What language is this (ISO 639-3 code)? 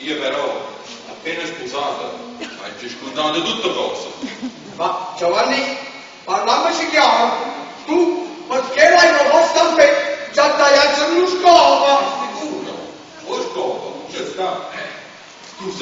nap